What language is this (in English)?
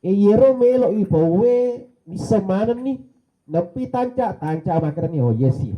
Buginese